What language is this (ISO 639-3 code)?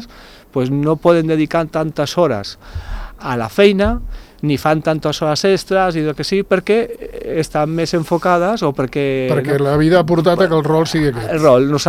cat